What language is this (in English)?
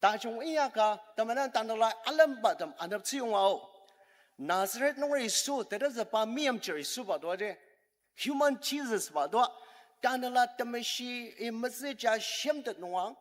Ao Naga